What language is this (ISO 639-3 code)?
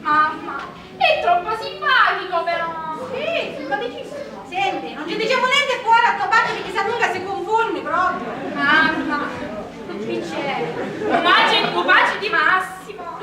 scn